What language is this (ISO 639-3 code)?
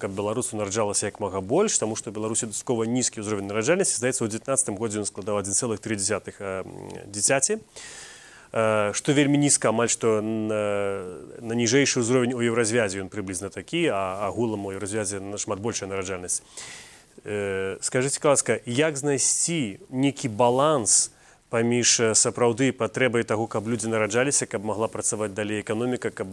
bel